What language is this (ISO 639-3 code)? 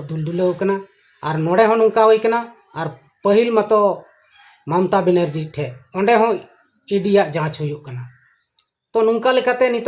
sat